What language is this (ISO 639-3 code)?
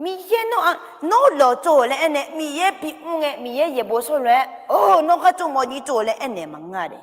ahk